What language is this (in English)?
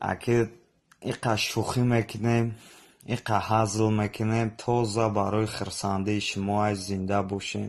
Tajik